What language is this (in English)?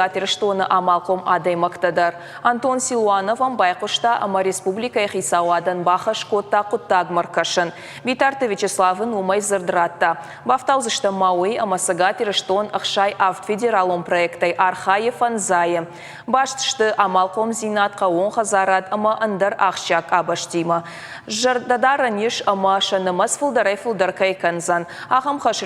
Ossetic